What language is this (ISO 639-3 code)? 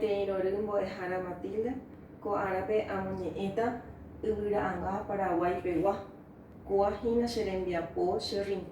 grn